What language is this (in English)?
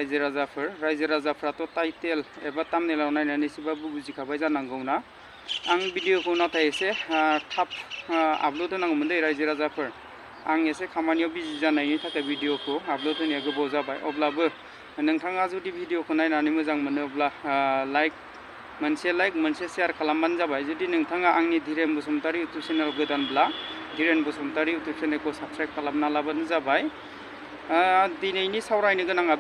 Bodo